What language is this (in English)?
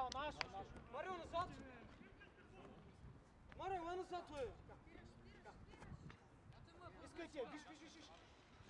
Bulgarian